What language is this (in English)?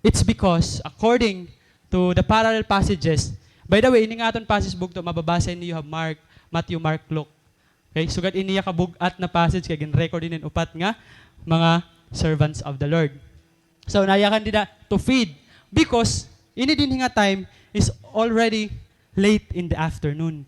Waray